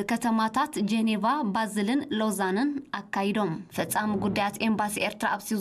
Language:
Tigrinya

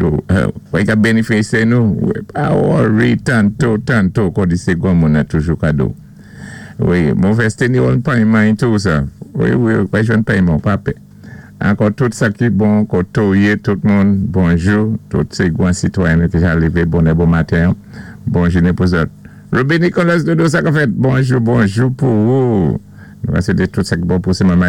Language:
Saint Lucian Creole French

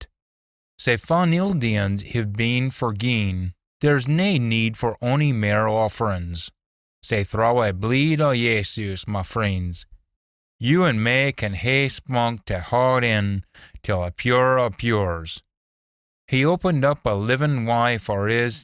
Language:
Scots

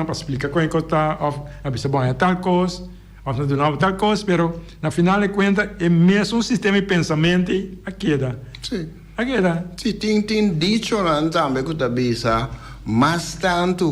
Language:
Papiamento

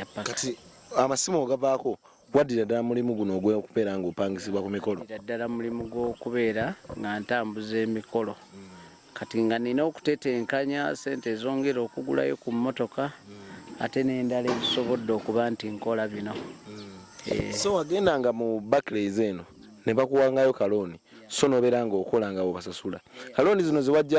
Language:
Ganda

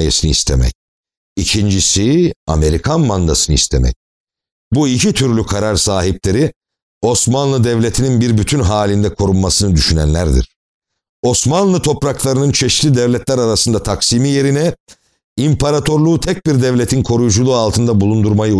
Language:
Turkish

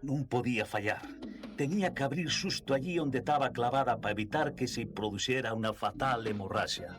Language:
Asturian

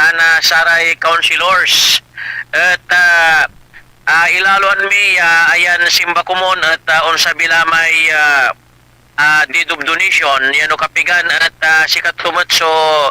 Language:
Pangasinan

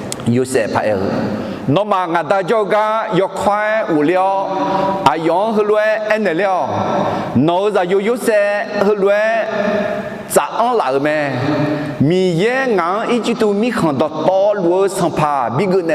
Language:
Akha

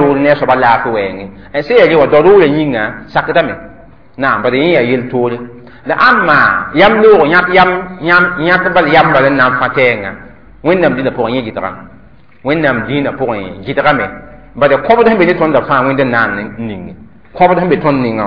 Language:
Mossi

